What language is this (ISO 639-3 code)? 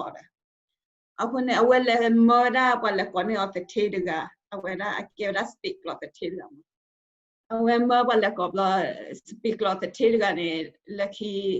ksw